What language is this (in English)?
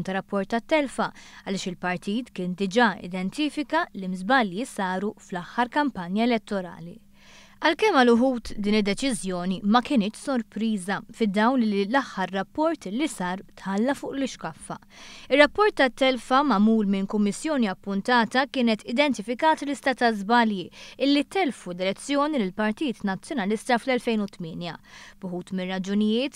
Maltese